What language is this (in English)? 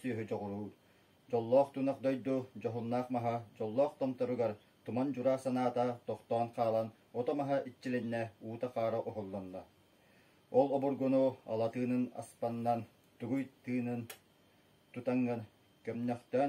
Yakut